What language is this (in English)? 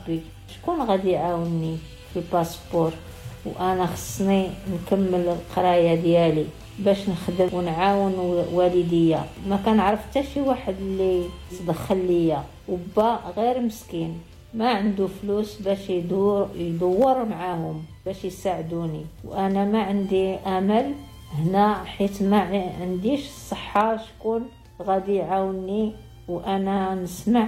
Moroccan Arabic